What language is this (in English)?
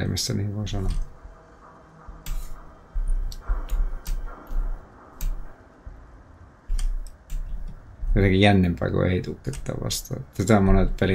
Finnish